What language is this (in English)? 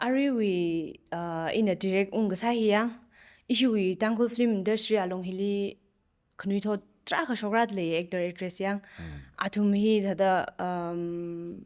Tangkhul Naga (India)